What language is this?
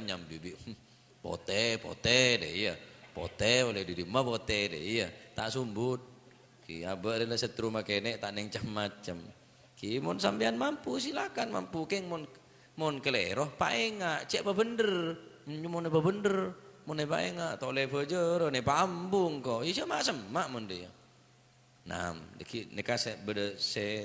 Madurese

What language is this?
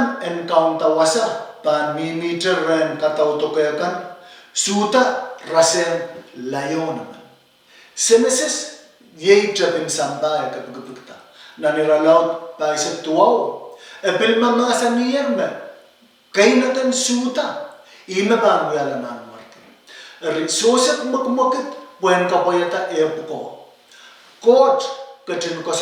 Pohnpeian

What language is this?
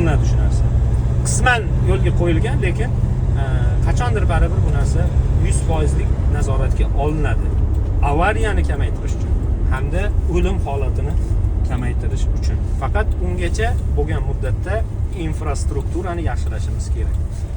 Uzbek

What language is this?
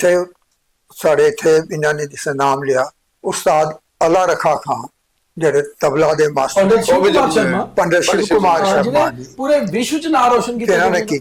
Dogri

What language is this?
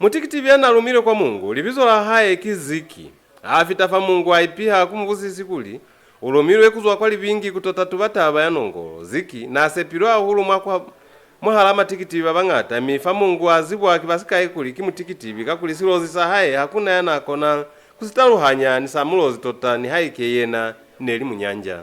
Lozi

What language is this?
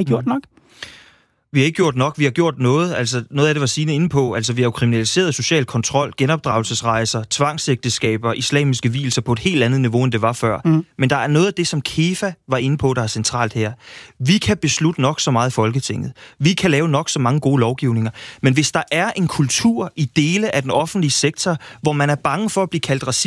Danish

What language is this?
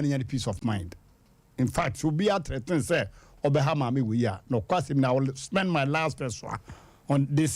Akan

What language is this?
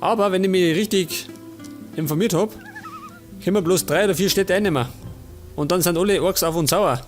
Bavarian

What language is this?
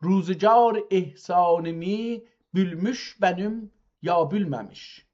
South Azerbaijani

